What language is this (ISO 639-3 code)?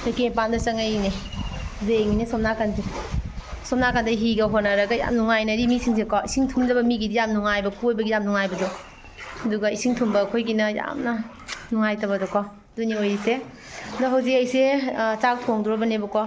mni